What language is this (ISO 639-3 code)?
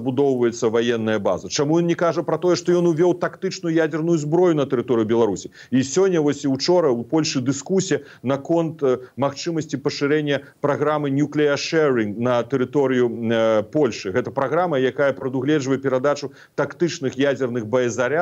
bel